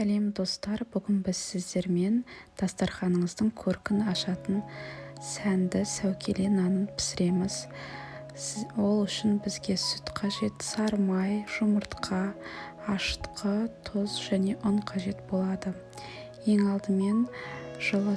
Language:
Kazakh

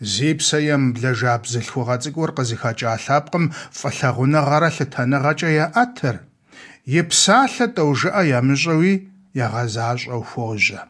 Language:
Kabardian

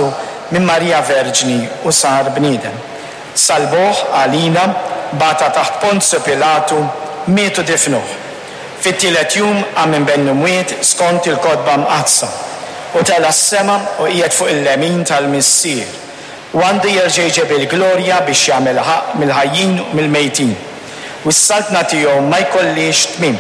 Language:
Maltese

